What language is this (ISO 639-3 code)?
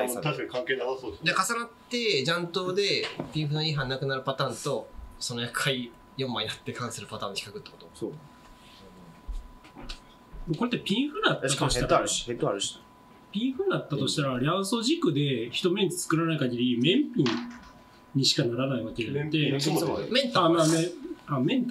jpn